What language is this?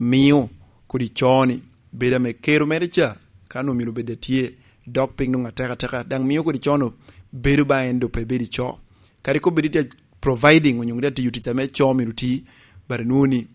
Lango (Uganda)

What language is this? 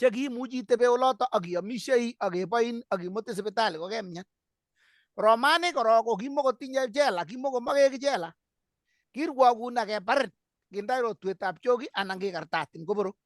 Kalenjin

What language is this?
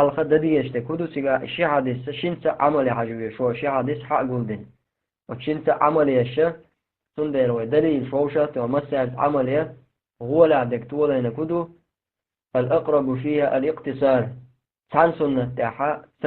Chechen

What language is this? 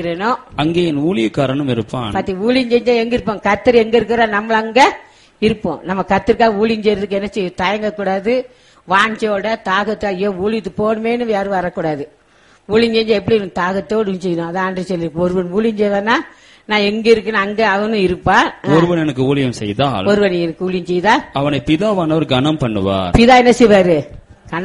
Tamil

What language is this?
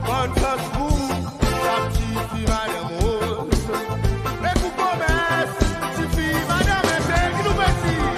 Seselwa Creole French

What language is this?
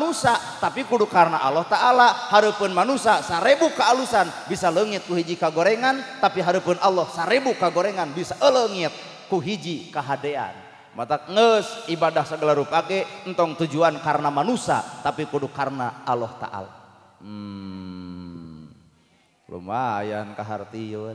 Sundanese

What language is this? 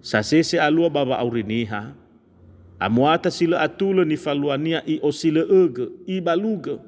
Nias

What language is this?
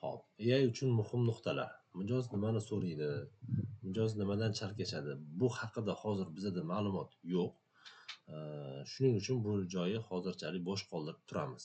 Uzbek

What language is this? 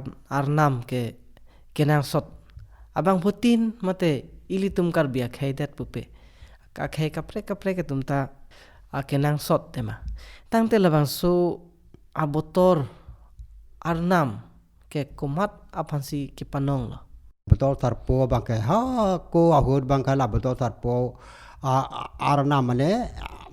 Karbi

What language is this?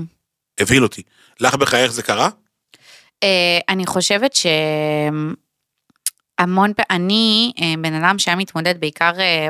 Hebrew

